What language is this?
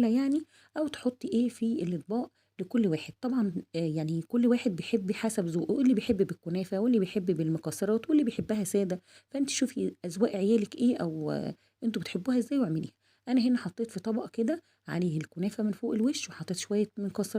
Egyptian Arabic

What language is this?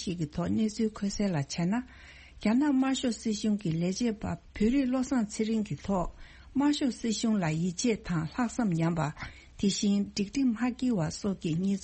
Tibetan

